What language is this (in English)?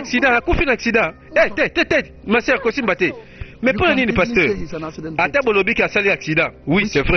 Lingala